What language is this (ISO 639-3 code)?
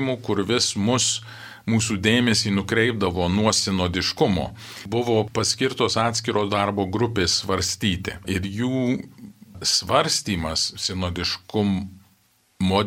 lit